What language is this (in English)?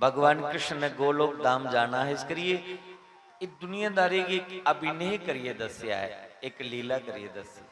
Dogri